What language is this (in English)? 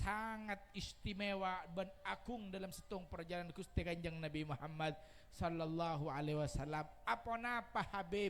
Madurese